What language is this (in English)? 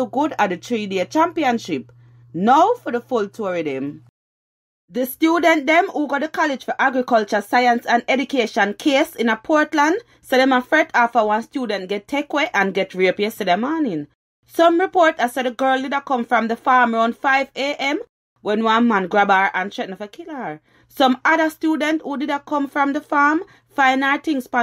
Jamaican Creole English